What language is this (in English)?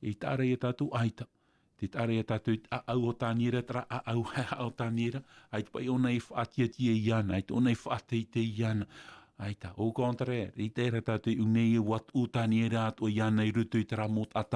Tahitian